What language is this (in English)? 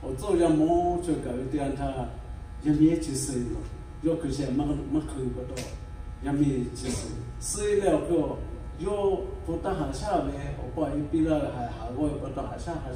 Lahu